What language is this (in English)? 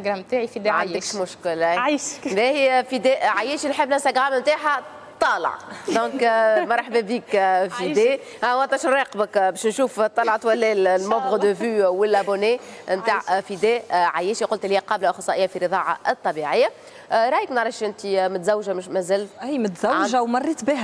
Tunisian Arabic